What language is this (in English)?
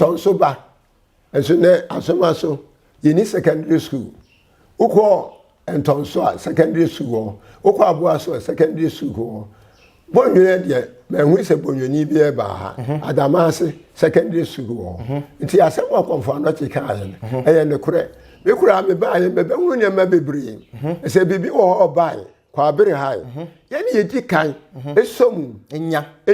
Akan